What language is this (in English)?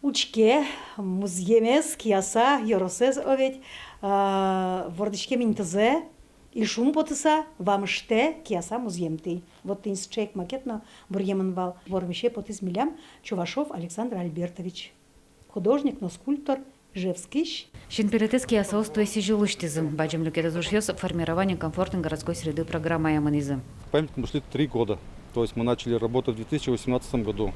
Udmurt